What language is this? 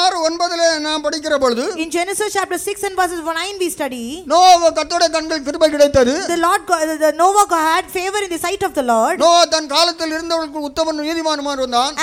Tamil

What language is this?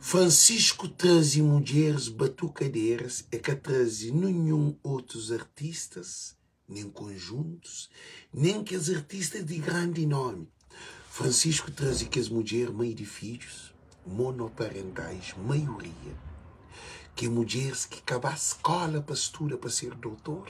Kabuverdianu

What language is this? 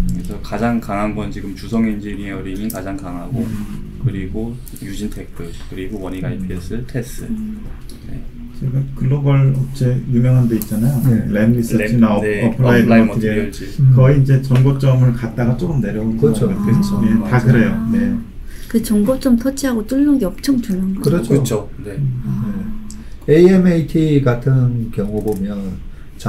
Korean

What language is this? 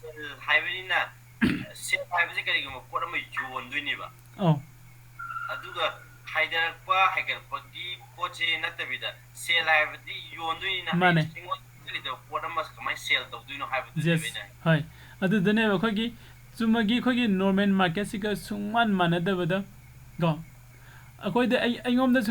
Manipuri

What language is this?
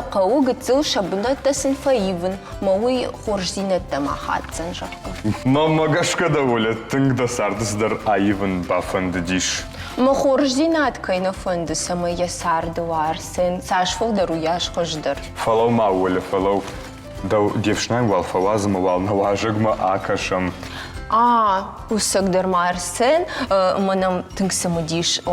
Ossetic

